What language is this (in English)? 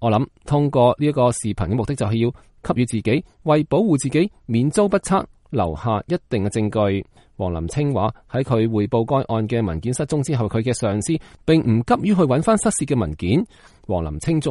Cantonese